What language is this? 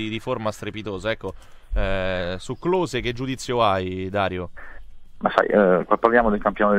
Italian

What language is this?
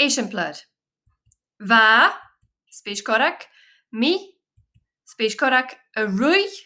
Scottish Gaelic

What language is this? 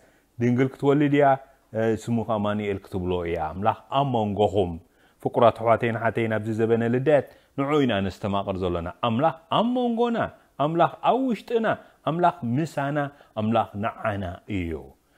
Tigrinya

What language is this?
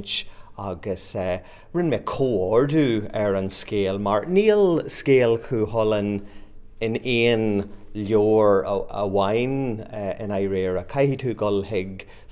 Irish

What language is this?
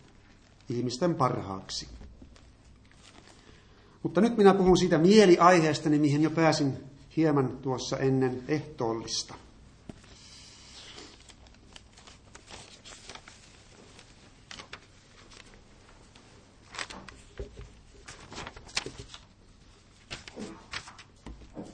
Finnish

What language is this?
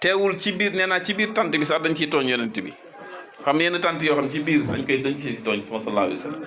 Wolof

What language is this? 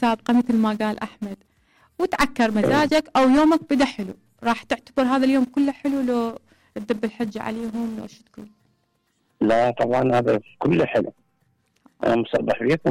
Mesopotamian Arabic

